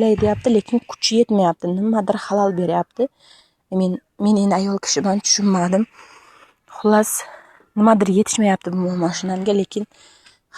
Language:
Uzbek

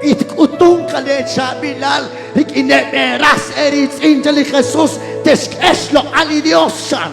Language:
Kekchí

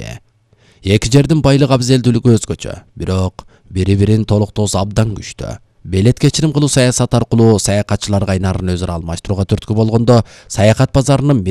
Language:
Kyrgyz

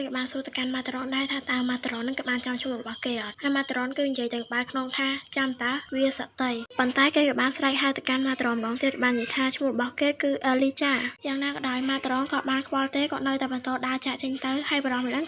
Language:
Khmer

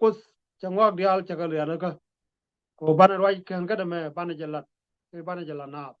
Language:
Nuer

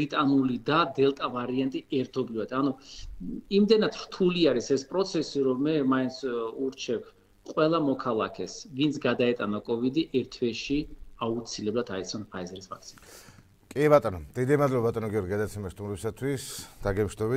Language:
Georgian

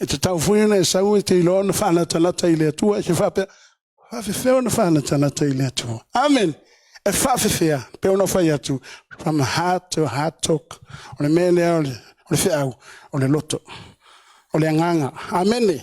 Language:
Samoan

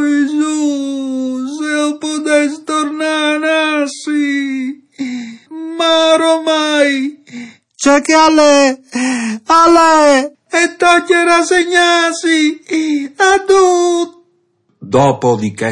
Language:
Friulian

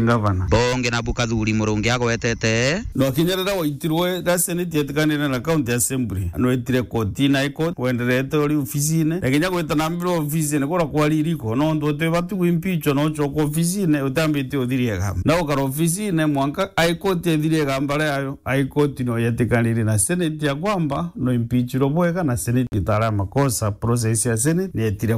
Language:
Meru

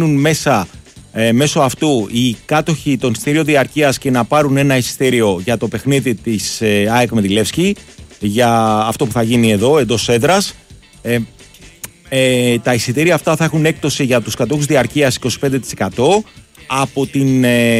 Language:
Greek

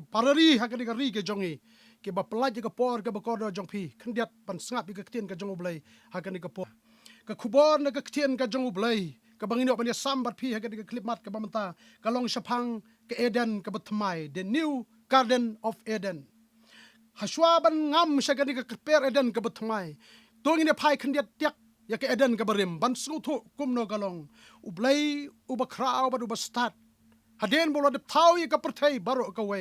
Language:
Khasi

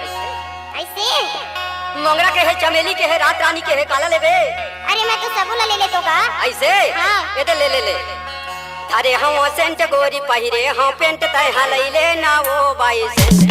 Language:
Chhattisgarhi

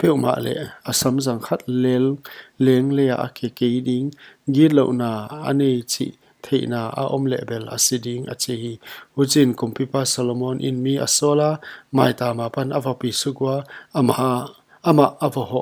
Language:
Paite Chin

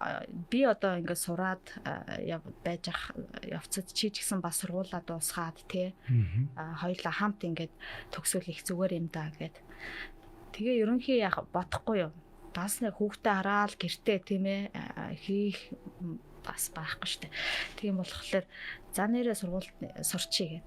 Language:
Mongolian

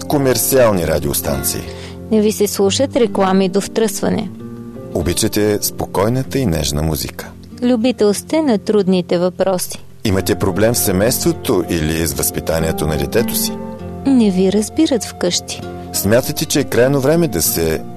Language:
Bulgarian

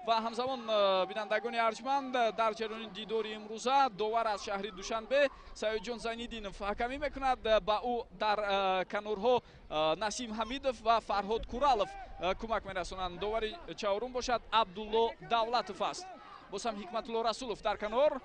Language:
Tajik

